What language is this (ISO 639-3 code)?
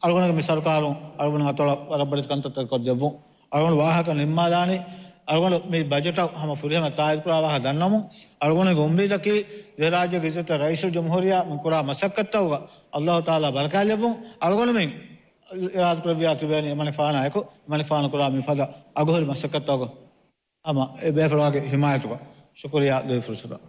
div